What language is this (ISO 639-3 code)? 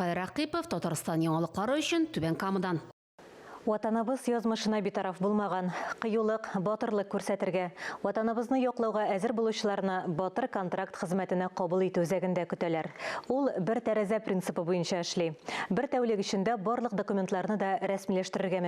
tat